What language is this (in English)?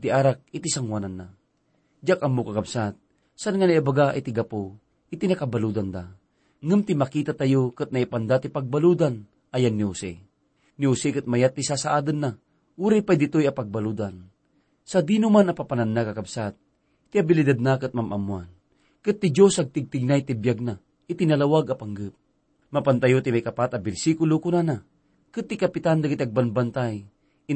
Iloko